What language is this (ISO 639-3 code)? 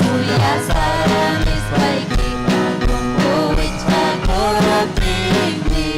quy